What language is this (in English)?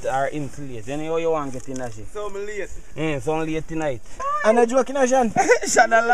Jamaican Creole English